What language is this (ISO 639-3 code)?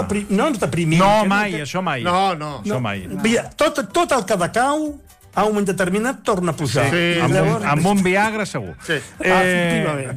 cat